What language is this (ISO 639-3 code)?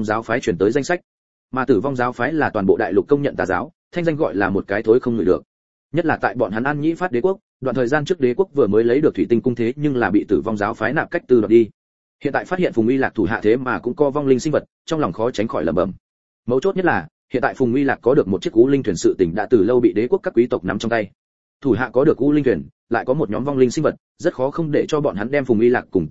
vie